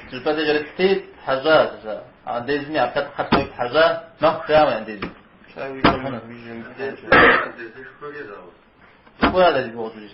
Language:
Kabardian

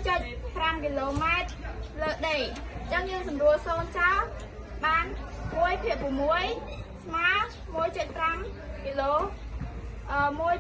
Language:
Khmer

